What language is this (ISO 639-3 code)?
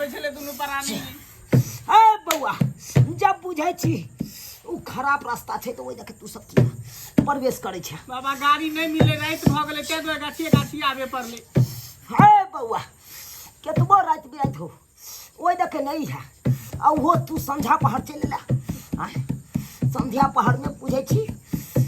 mai